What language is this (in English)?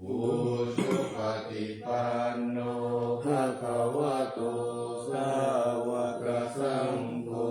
Pali